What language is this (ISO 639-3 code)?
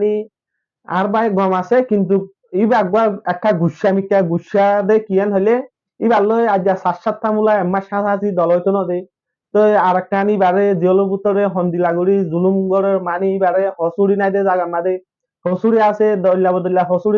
rhg